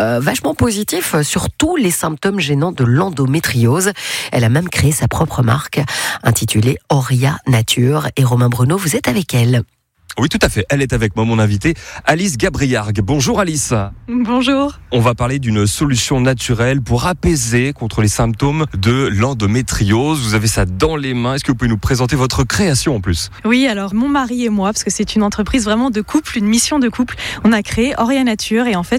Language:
French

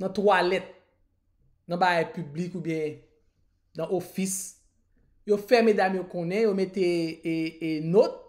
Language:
Haitian Creole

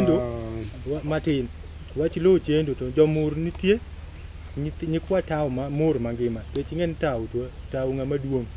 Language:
Luo (Kenya and Tanzania)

